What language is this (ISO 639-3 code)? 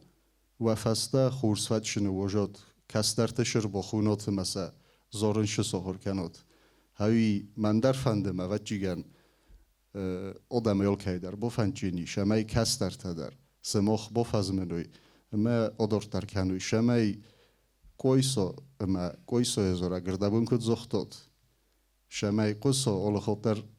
oss